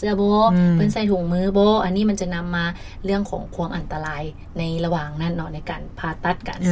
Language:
Lao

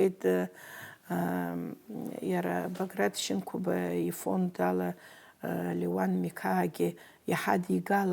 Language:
Abkhazian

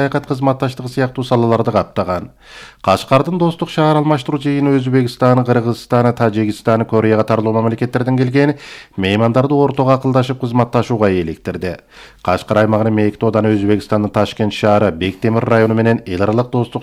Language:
Kyrgyz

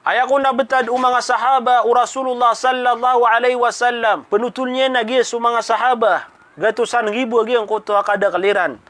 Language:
Maranao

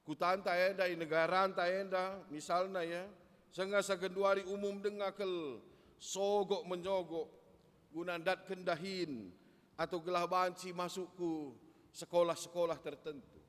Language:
Batak Karo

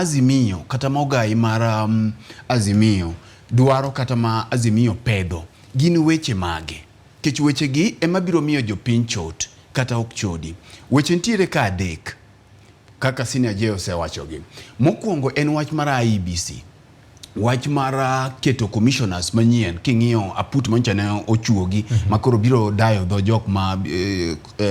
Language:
Luo (Kenya and Tanzania)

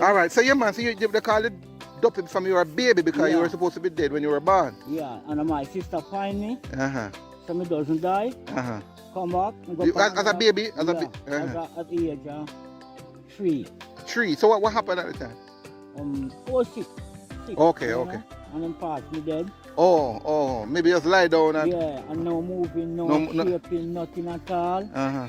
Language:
Jamaican Creole English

